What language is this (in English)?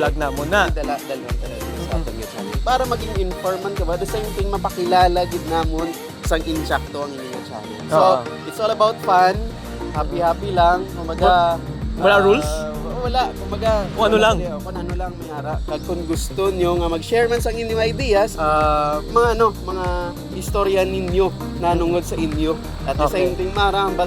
Hiligaynon